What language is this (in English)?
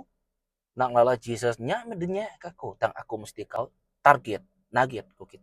Iban